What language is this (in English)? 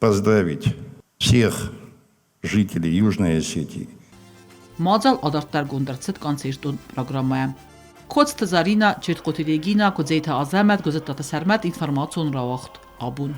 Ossetic